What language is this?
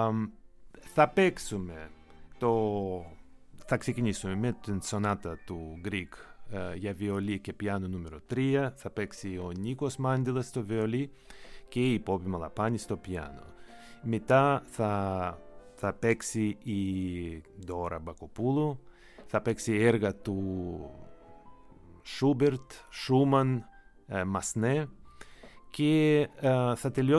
Greek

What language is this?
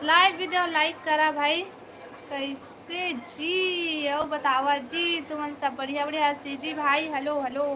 Chhattisgarhi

